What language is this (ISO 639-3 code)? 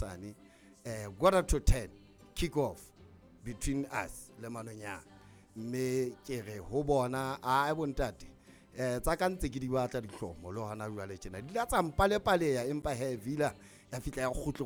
sot